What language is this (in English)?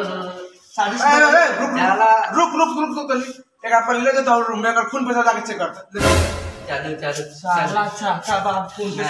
Bhojpuri